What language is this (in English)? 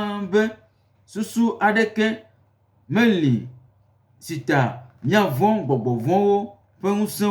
Gen